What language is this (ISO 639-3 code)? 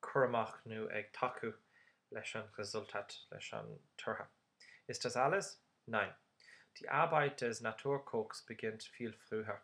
gle